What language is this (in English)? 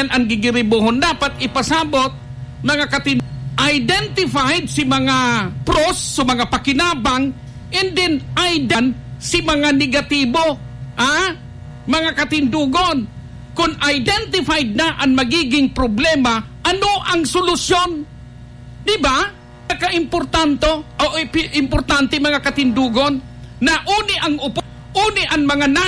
Bikol